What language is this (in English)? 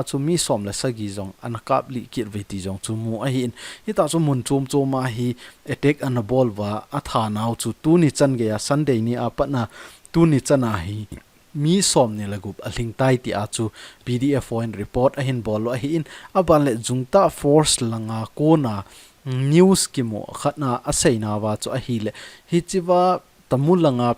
Thado Chin